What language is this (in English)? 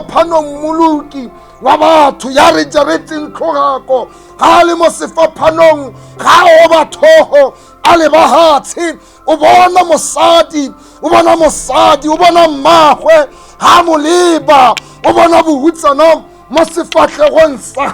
Tswana